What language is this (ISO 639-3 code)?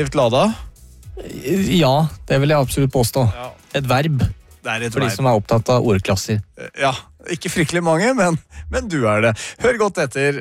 nor